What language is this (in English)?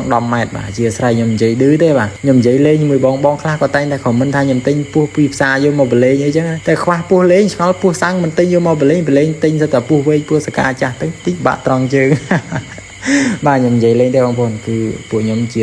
Khmer